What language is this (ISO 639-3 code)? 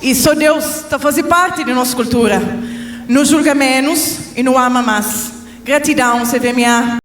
kea